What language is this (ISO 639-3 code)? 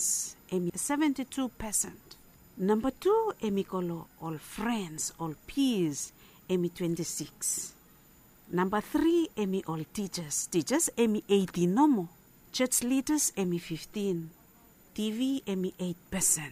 bis